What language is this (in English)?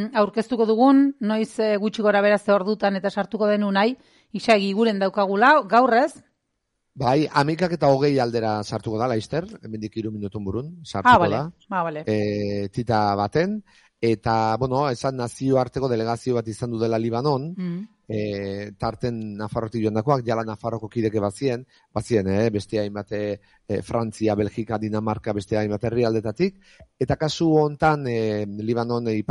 Basque